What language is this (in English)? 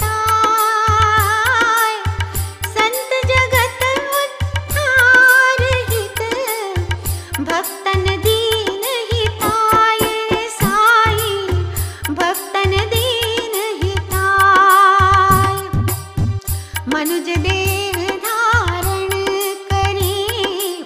Hindi